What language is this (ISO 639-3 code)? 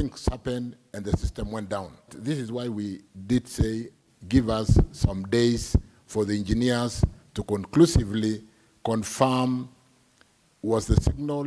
kam